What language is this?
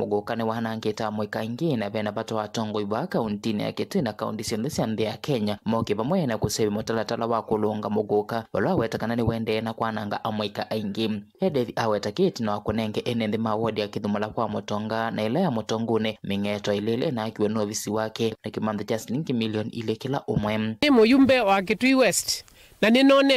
Kamba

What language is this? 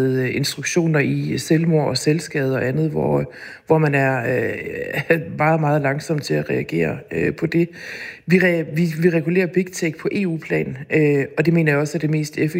Danish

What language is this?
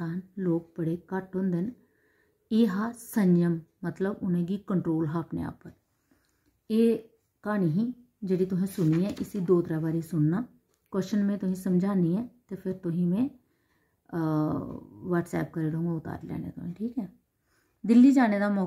Dogri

